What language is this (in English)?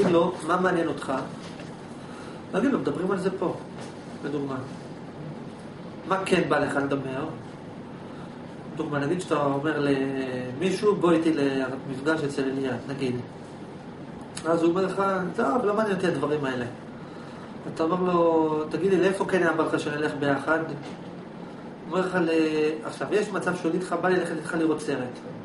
Hebrew